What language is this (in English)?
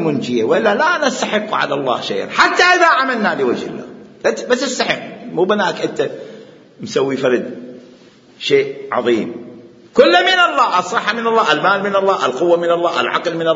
Mesopotamian Arabic